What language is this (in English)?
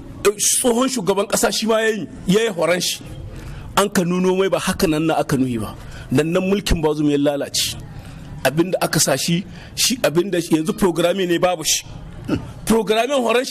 Hausa